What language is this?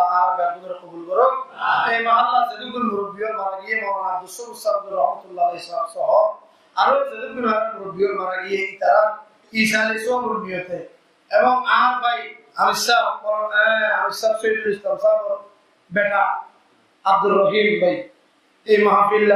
Rohingya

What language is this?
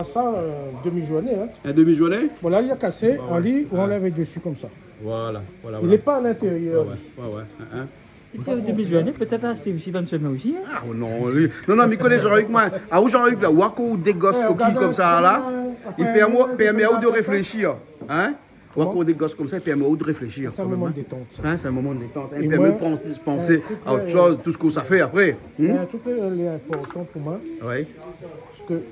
Réunion Creole French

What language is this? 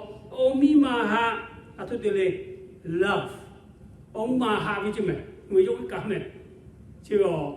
Lahu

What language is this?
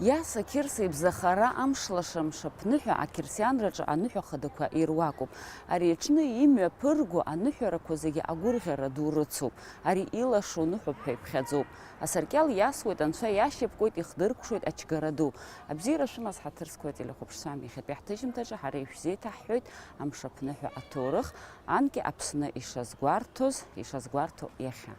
Abkhazian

